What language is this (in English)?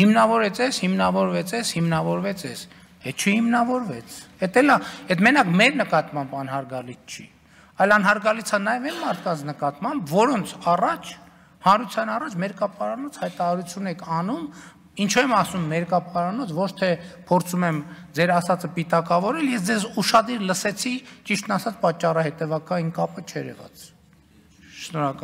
Armenian